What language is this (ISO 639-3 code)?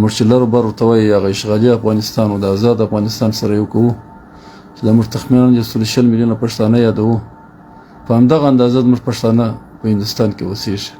pus